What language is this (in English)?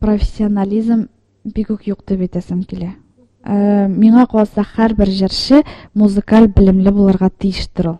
Tatar